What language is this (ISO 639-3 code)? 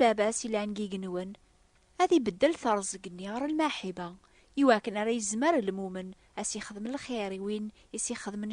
kab